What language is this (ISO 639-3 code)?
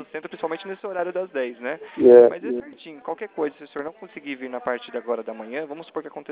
por